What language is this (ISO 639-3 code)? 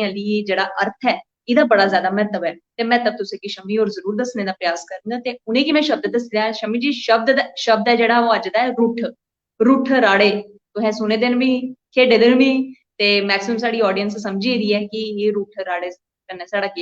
doi